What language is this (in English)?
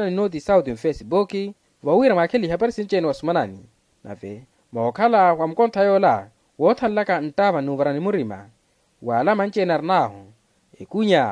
Makhuwa